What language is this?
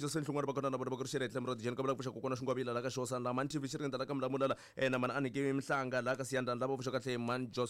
Tsonga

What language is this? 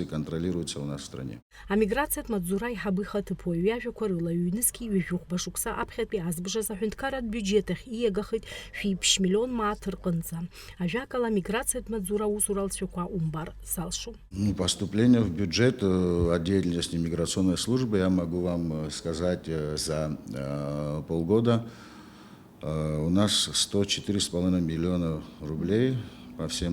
Abkhazian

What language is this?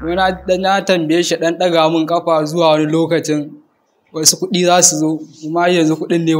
Hausa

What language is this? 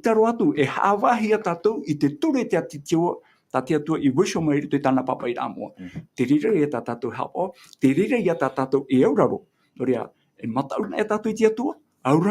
Tahitian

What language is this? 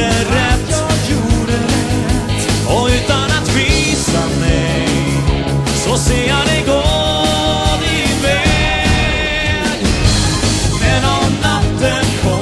Swedish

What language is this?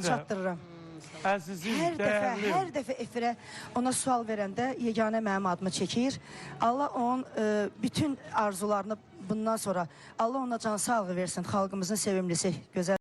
Azerbaijani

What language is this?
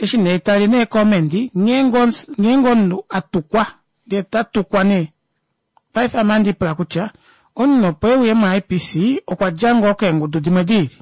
Kuanyama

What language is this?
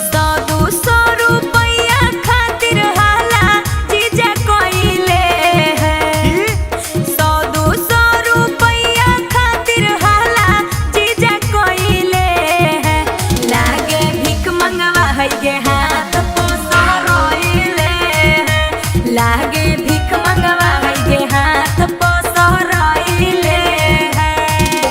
Magahi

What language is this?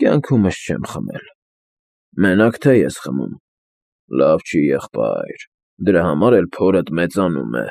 Armenian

